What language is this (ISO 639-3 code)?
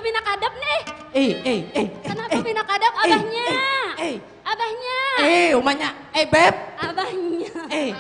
bjn